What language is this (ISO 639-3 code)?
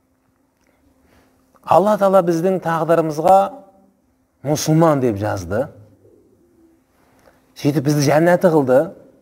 kaz